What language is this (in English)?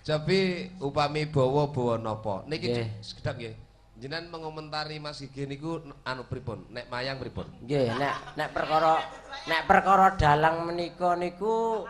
Javanese